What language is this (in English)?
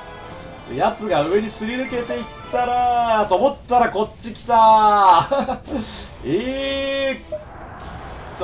Japanese